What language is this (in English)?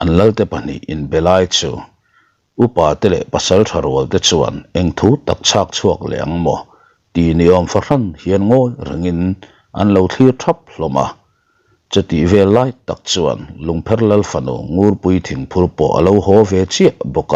Mizo